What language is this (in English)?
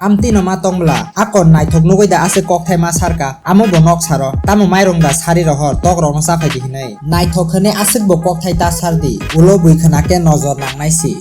Kok Borok